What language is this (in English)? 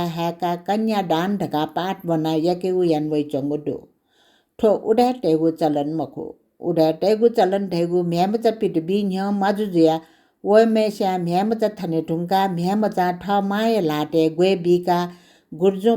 Newari